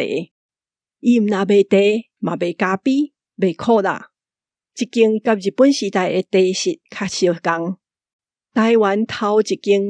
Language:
Min Nan Chinese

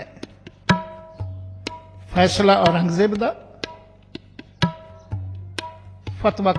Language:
Punjabi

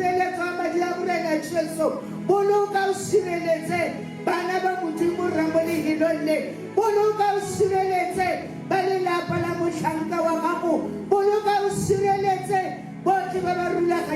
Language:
Tswana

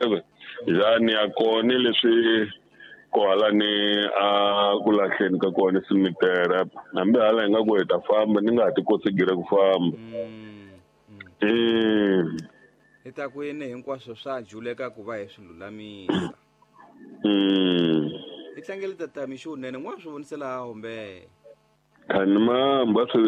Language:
Tsonga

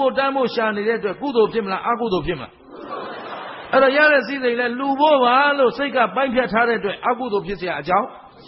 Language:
Burmese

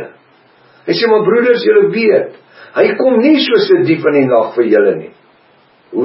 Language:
Afrikaans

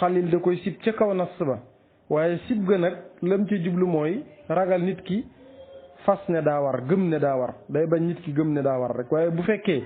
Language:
Wolof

